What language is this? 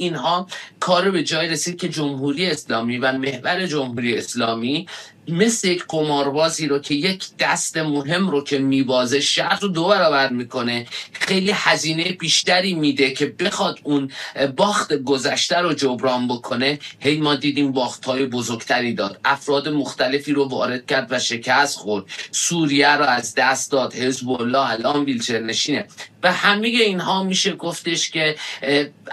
Persian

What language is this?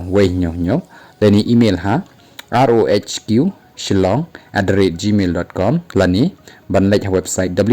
Khasi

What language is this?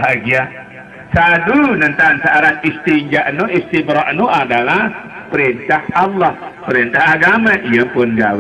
Sasak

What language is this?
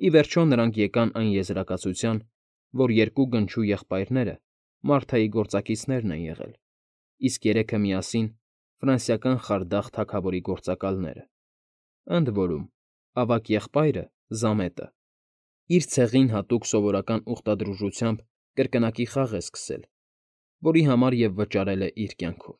Armenian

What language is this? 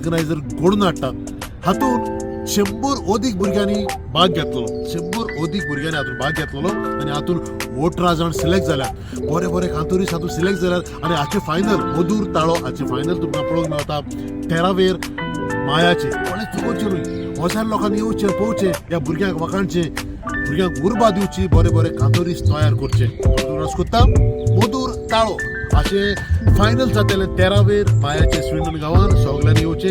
Konkani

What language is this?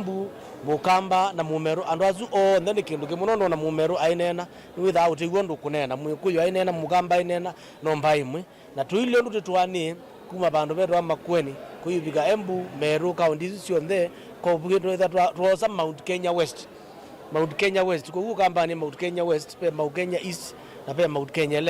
Kamba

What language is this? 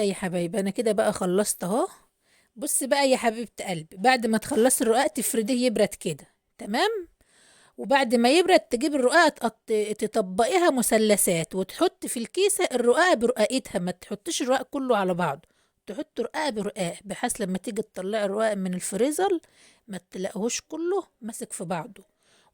Egyptian Arabic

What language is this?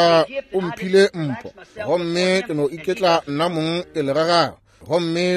Northern Sotho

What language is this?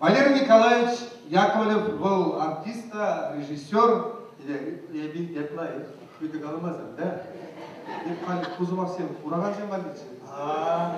Chuvash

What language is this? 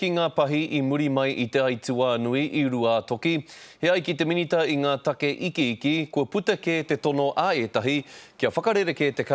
Māori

